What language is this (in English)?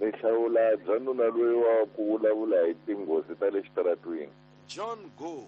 Tsonga